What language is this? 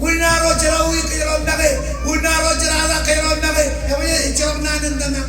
Marshallese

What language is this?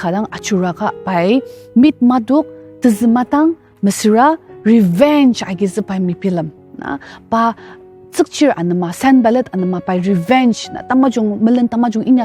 Ao Naga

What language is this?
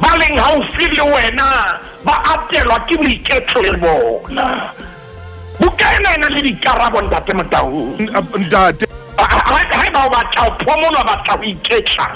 Southern Sotho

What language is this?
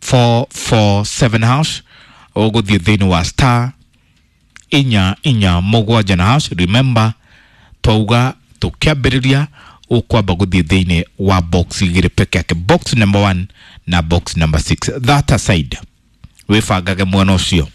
Kikuyu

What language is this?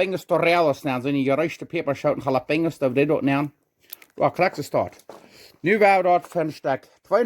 Plautdietsch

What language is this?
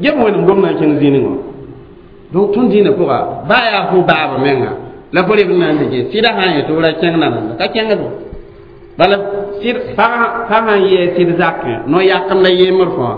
Mossi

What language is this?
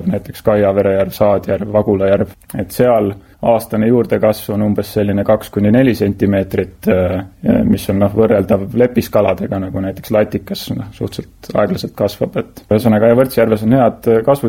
Estonian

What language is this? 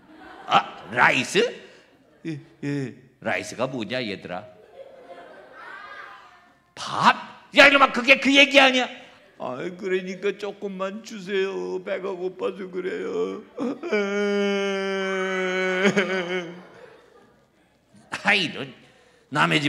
Korean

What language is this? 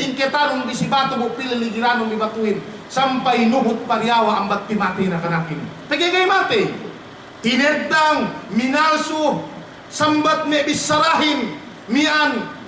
Yakan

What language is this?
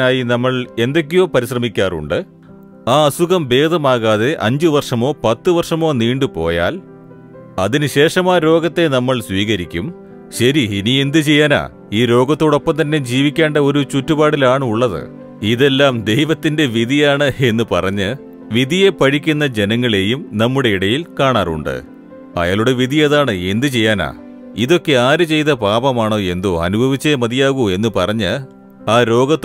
Malayalam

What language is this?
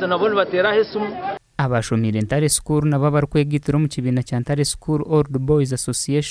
Nyankole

